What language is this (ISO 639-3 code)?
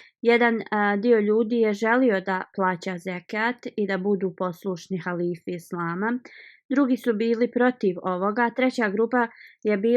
bos